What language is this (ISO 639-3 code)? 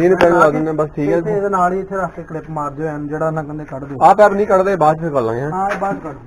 pan